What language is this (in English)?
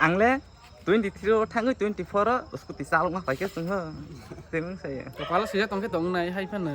Kok Borok